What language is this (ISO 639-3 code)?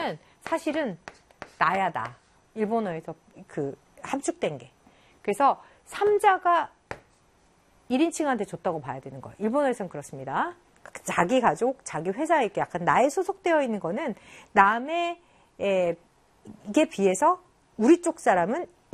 kor